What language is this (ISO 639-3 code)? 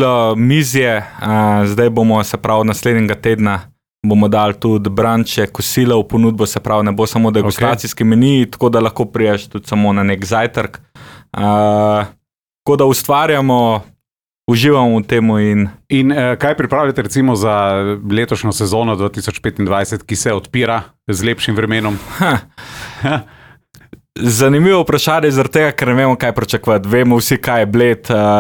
slv